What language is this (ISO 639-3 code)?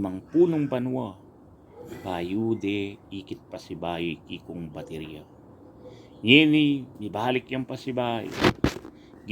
pam